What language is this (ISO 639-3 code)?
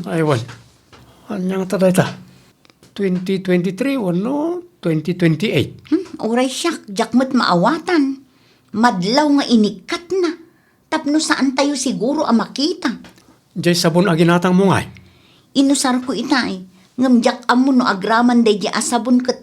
ilo